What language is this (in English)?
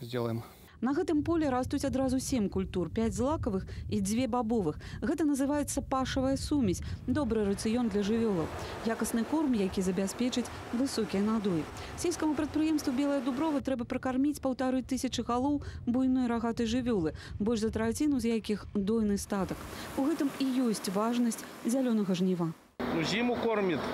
Belarusian